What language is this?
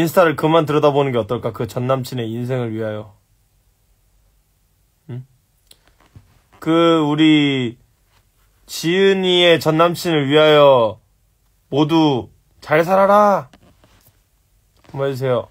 Korean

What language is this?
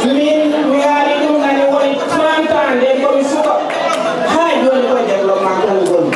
Fula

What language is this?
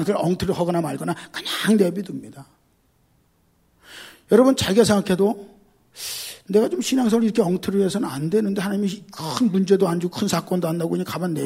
Korean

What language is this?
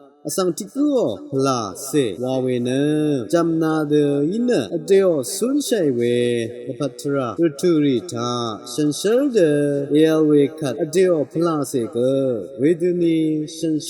Rawang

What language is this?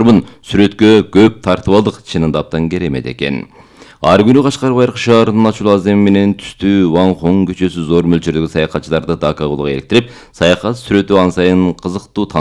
Kyrgyz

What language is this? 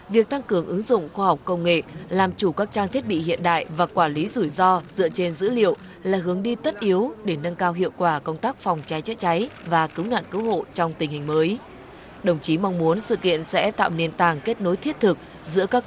Vietnamese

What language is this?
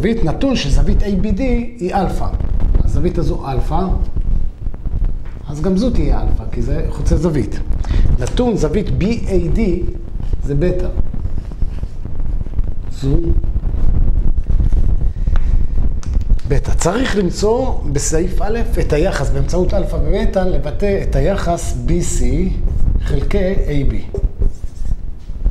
Hebrew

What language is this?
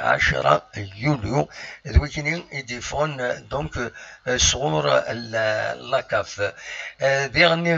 Kabyle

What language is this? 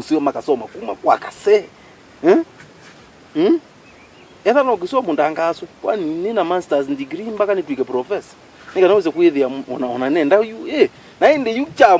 Kamba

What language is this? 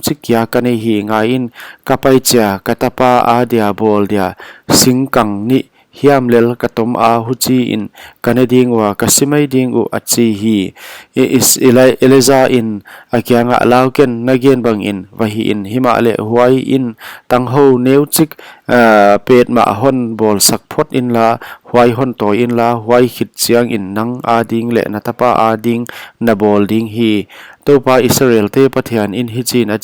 Paite Chin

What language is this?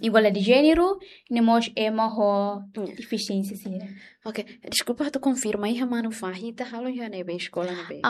Tetum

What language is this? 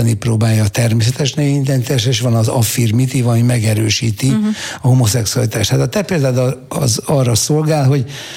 Hungarian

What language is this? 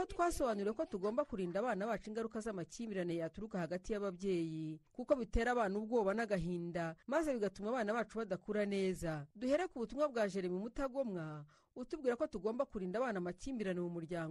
Kinyarwanda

